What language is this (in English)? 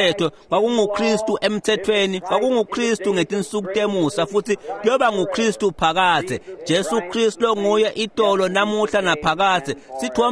Swati